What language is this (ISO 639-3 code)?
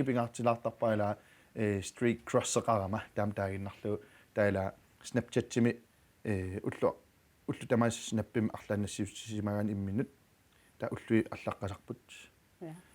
kal